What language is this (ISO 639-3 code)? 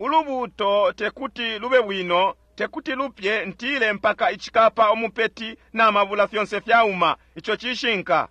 bem